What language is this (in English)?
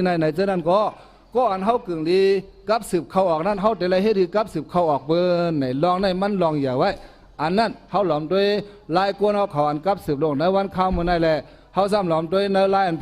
Shan